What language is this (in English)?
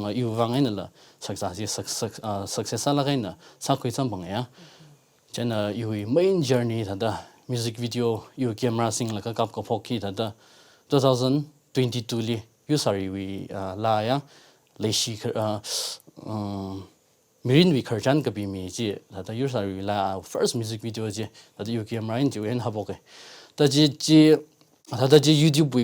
Tangkhul Naga (India)